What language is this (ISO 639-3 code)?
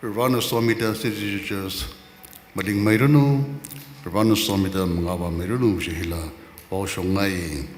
nmf